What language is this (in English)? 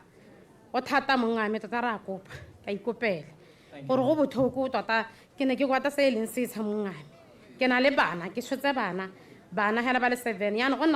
Tswana